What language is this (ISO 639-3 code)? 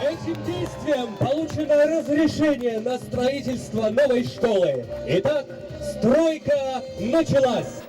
udm